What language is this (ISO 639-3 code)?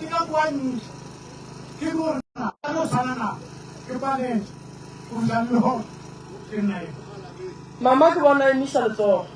nso